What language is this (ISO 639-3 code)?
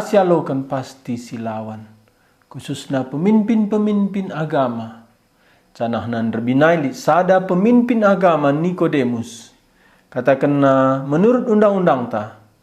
btx